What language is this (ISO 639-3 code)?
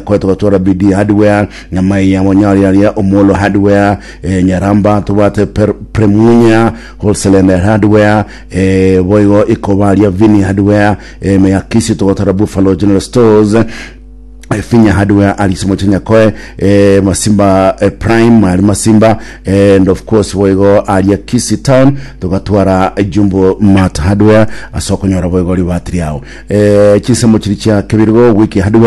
guz